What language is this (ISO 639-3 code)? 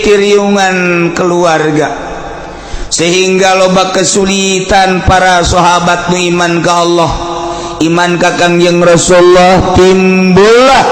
sun